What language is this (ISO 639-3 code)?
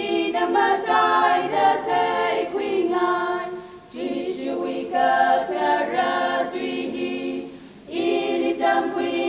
nmf